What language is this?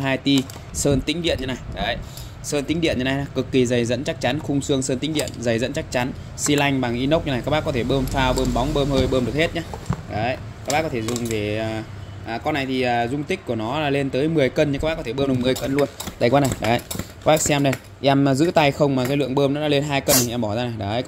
Vietnamese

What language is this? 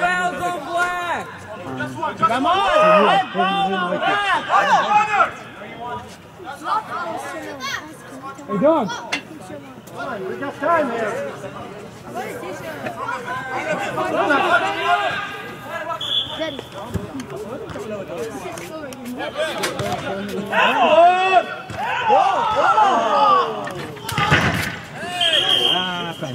English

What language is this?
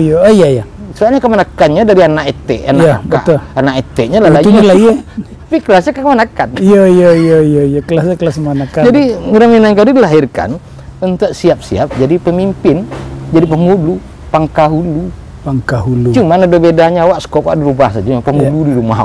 Minangkabau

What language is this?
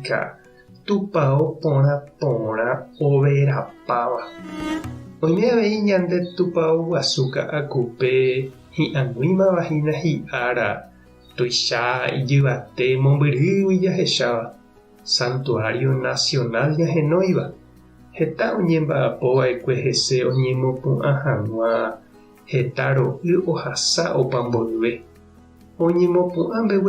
Guarani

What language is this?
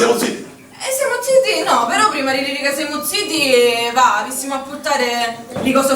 Sicilian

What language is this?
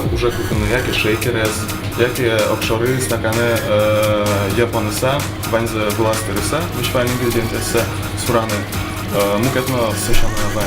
Udmurt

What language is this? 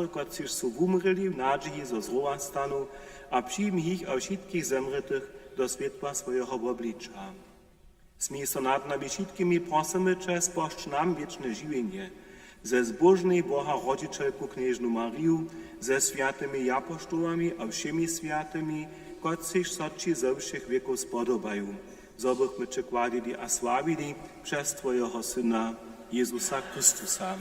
Upper Sorbian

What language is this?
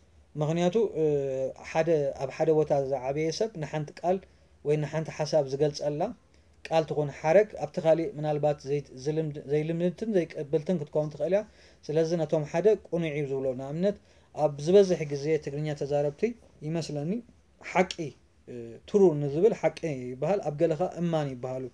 Tigrinya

